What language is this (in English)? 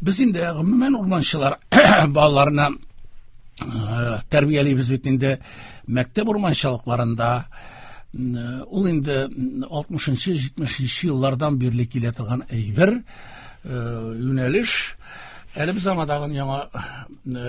Tatar